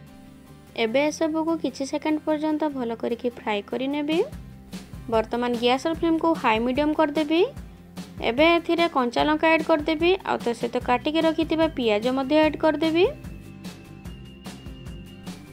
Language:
Odia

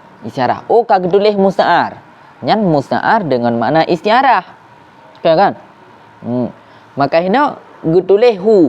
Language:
Achinese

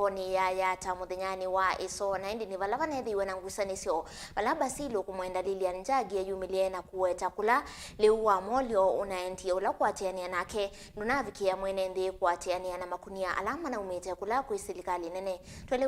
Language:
Kamba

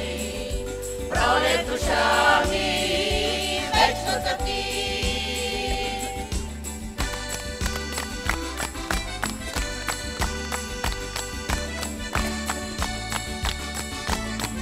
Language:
Bulgarian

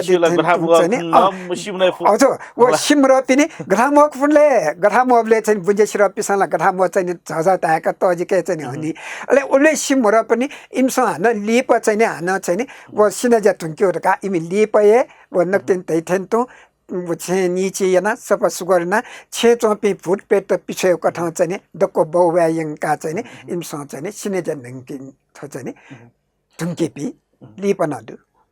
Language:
Newari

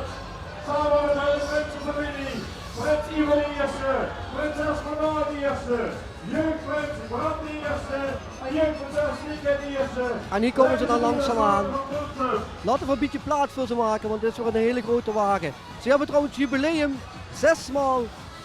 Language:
Limburgish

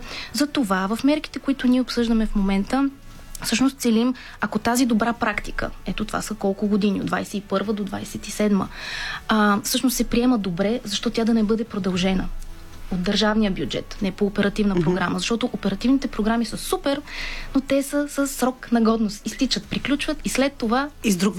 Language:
Bulgarian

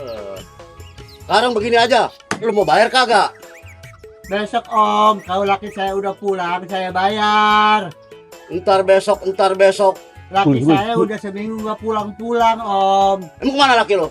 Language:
Betawi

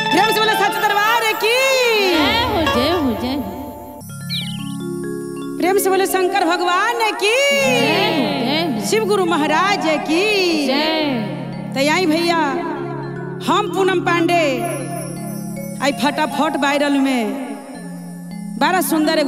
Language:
Bhojpuri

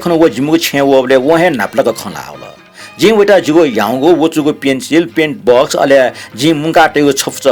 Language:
Newari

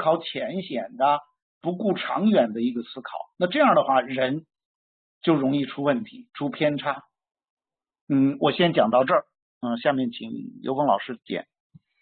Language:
Chinese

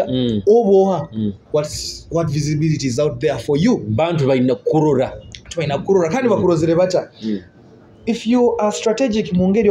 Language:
Nyoro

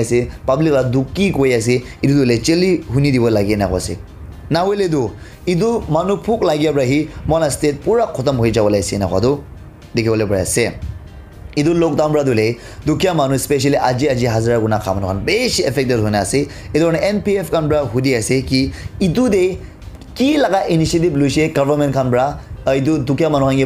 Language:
Naga Pidgin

